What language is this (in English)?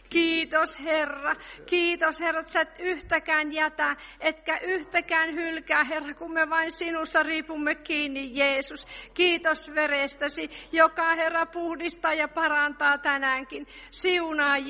Finnish